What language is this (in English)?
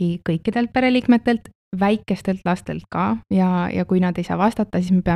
Estonian